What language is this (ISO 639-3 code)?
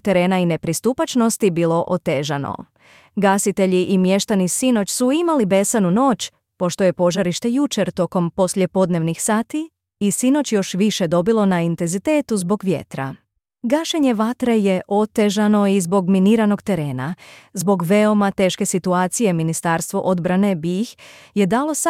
bos